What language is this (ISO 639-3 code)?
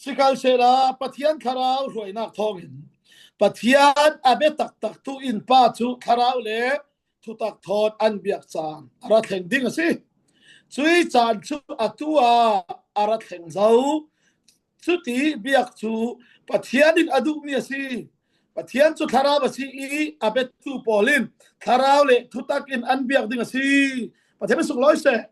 cfm